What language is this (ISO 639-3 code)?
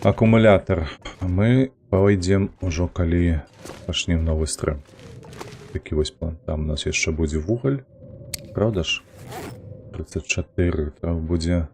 bel